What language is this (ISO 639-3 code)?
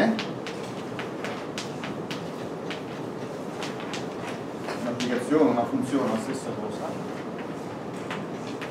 ita